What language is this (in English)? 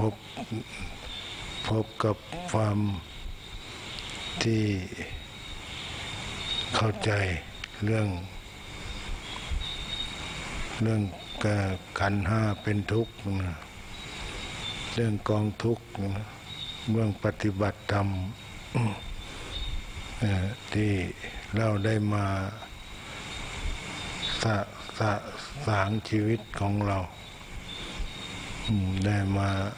Thai